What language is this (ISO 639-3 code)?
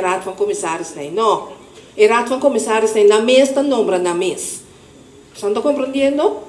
pap